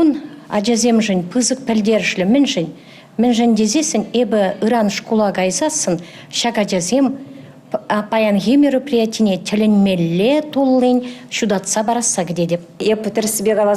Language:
Chuvash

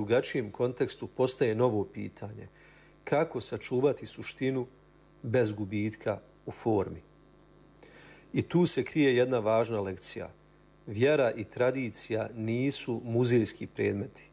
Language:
Bosnian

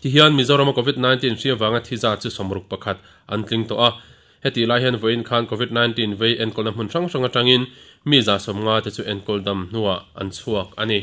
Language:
Mizo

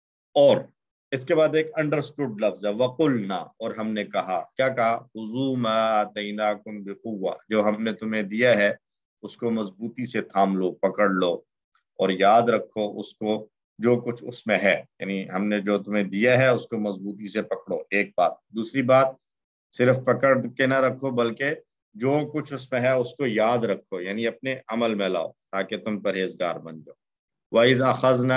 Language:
Urdu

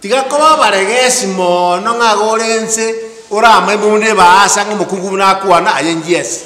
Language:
Gusii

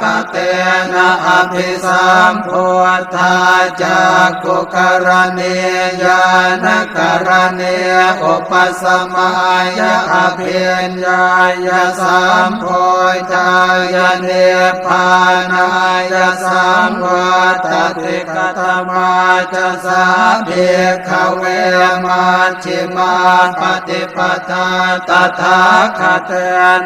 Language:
Pali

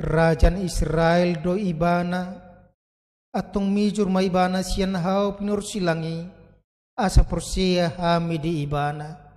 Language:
Batak Toba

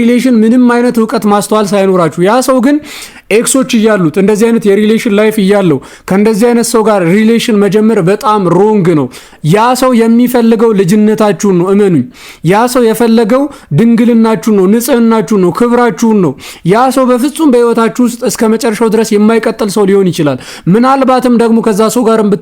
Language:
Amharic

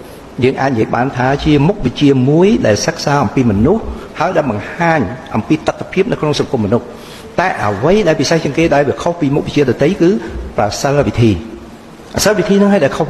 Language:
Khmer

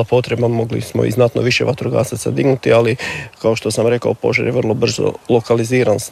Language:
Croatian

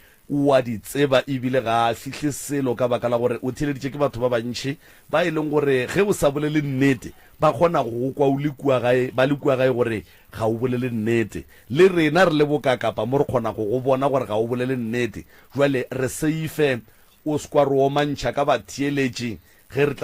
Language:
Northern Sotho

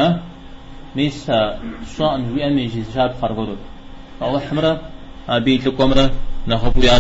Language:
Kabardian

